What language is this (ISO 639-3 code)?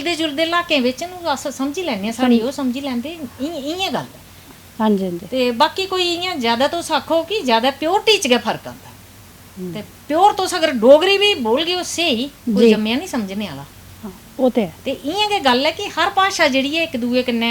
doi